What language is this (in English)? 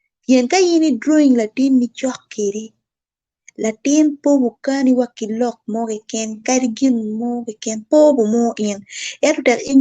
Acoli